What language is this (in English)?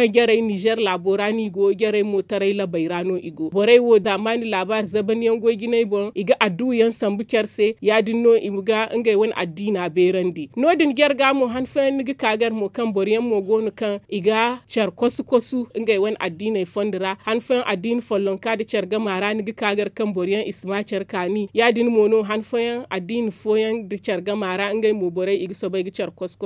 Zarma